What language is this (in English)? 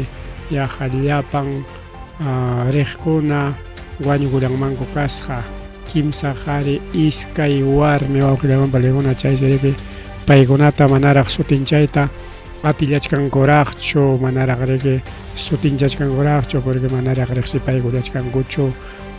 Ayacucho Quechua